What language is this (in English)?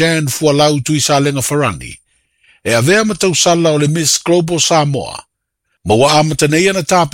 Samoan